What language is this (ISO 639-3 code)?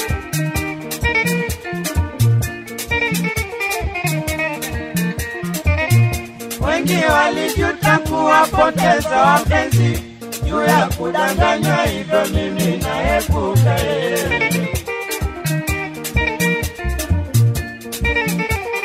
swa